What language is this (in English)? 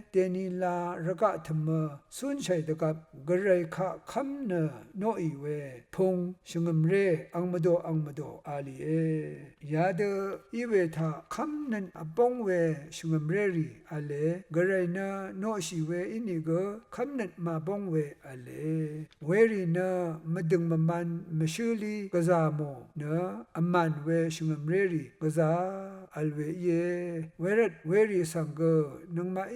Rawang